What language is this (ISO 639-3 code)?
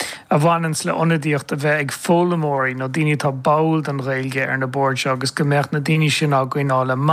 gle